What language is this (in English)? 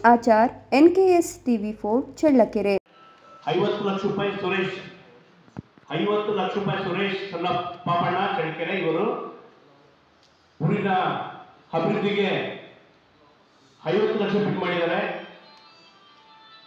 Kannada